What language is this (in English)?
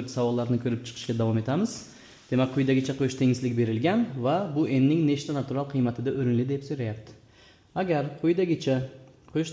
Uzbek